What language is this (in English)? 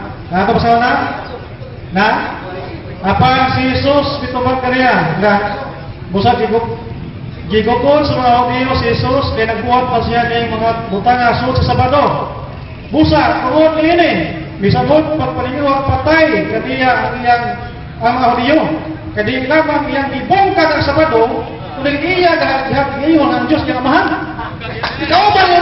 Cebuano